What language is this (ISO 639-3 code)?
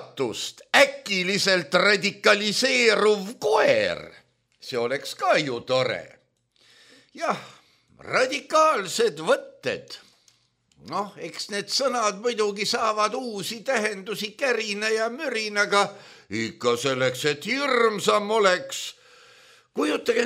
est